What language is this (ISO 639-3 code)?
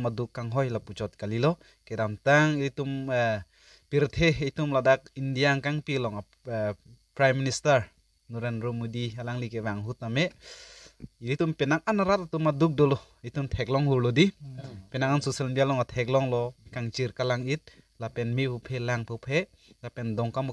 mjw